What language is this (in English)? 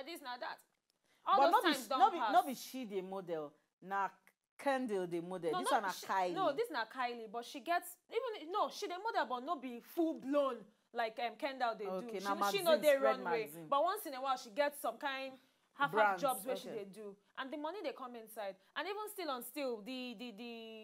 Nigerian Pidgin